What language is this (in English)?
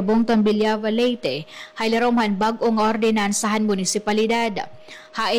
Waray